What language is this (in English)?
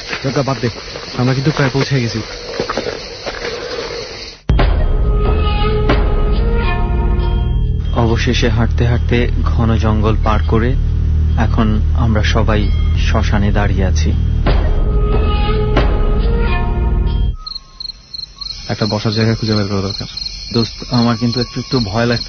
Bangla